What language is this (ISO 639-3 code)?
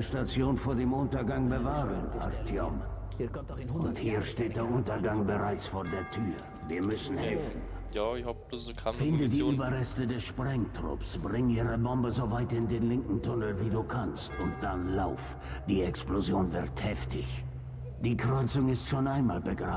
bar